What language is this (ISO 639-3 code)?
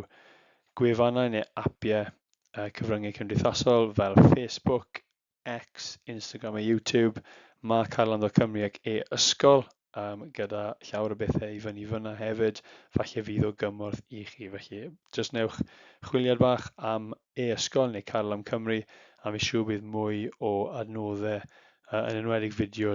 cym